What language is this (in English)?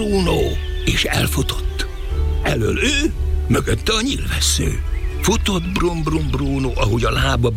Hungarian